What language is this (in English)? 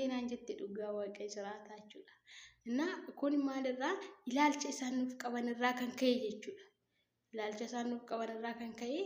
Oromo